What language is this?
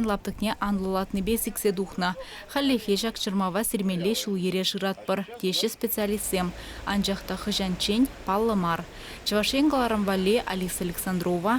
Chuvash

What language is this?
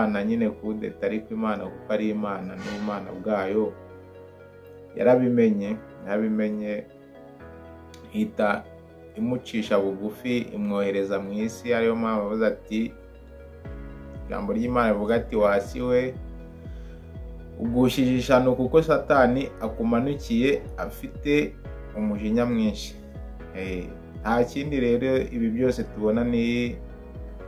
Kinyarwanda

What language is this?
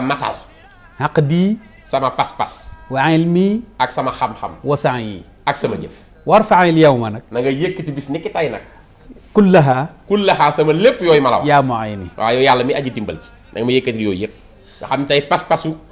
Wolof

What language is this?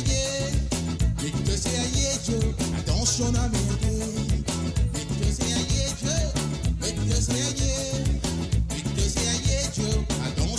Morisyen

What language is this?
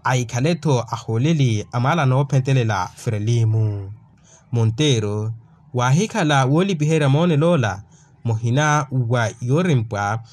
Makhuwa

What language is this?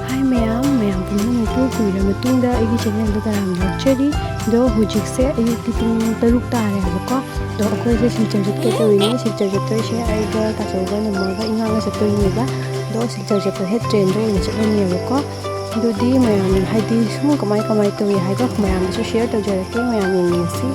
Manipuri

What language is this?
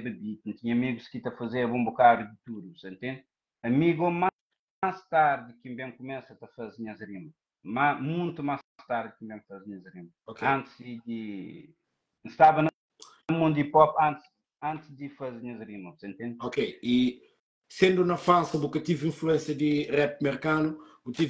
Kabuverdianu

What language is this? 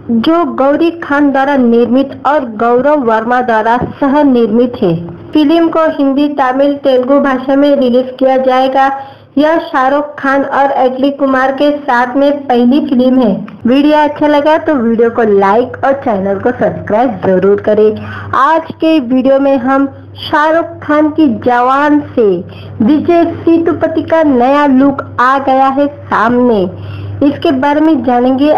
Hindi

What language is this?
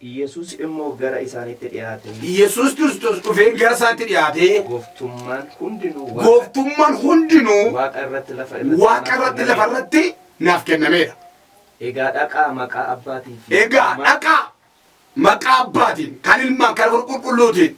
Oromo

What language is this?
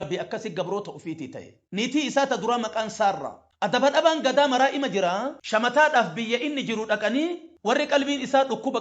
Oromo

